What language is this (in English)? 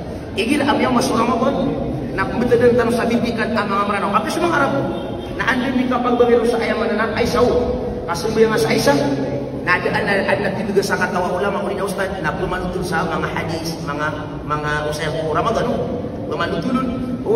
Maranao